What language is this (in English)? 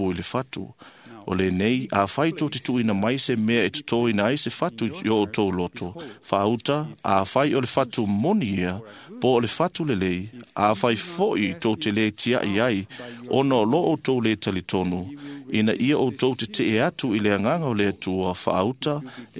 Samoan